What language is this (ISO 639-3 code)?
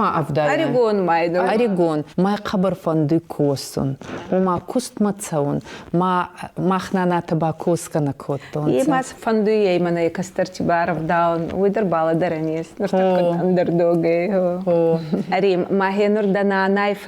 oss